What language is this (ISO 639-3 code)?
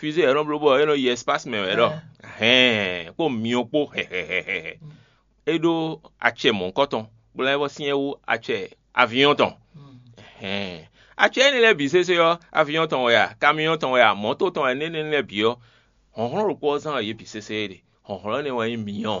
fon